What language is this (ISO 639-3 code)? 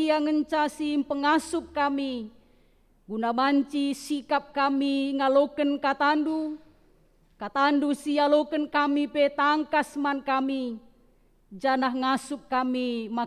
btx